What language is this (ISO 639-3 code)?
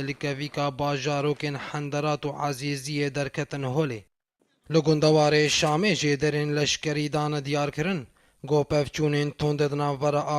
kur